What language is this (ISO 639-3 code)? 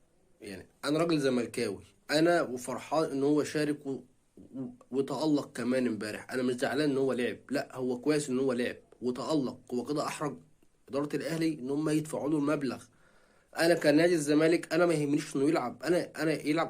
arz